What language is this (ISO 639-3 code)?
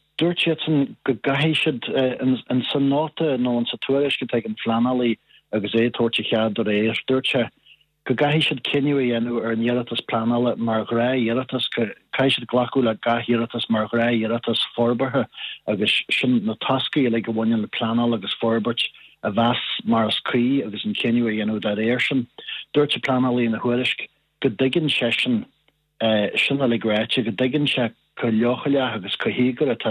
gle